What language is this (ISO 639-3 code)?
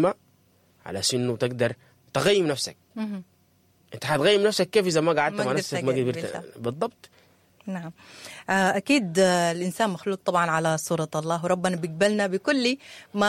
apd